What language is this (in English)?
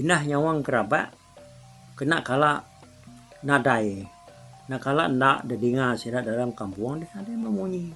Iban